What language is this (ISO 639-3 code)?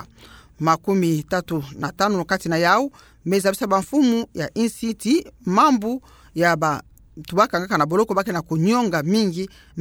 ktu